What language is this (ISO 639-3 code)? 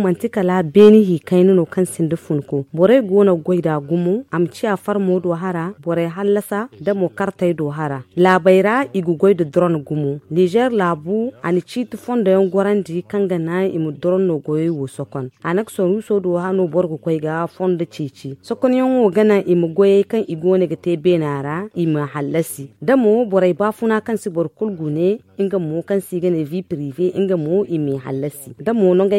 dje